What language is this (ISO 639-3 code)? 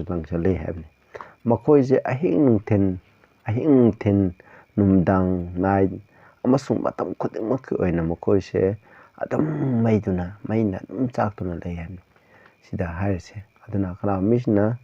mni